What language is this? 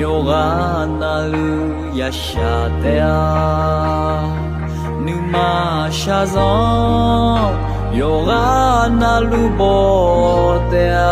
Akha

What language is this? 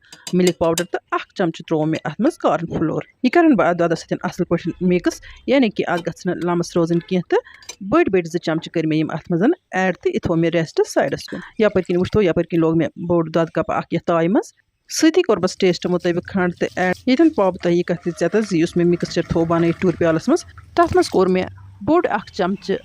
Kashmiri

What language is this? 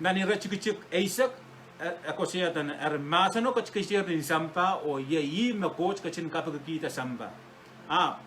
Pohnpeian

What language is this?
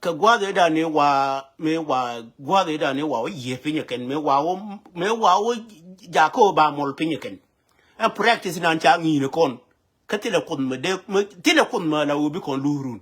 Nuer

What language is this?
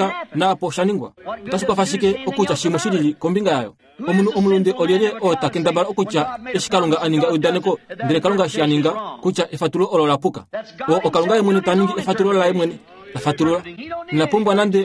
Kuanyama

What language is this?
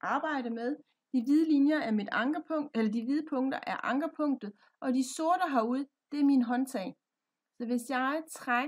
Danish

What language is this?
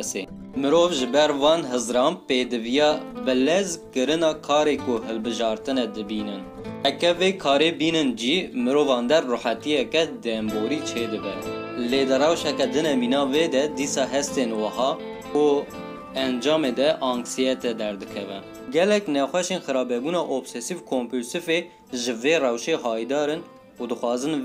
Kurdish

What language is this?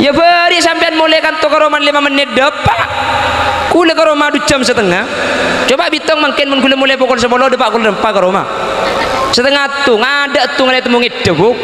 Madurese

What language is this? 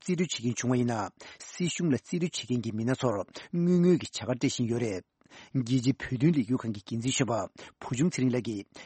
Tibetan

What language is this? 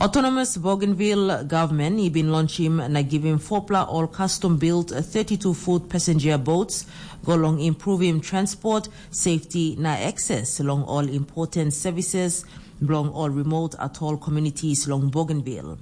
Tok Pisin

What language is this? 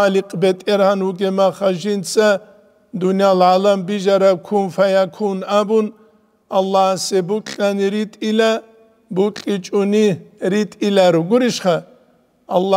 Avaric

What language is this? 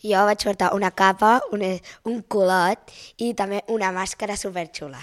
Catalan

